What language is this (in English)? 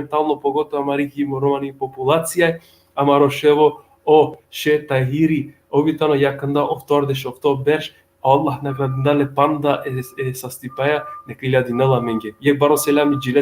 Balkan Romani